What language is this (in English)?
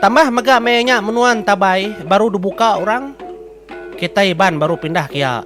Iban